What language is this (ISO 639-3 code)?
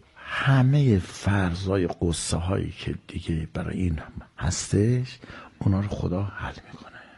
fas